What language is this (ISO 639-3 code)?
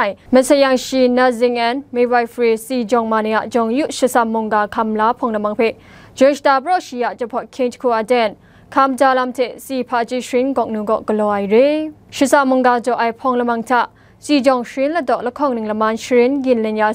kac